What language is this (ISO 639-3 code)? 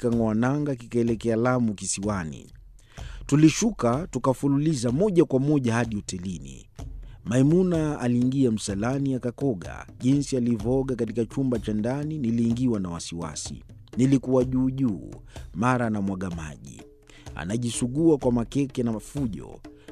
swa